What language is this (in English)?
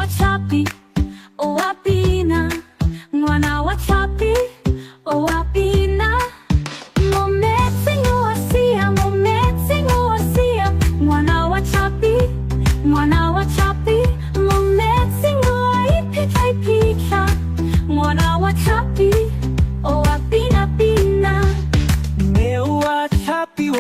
Tswana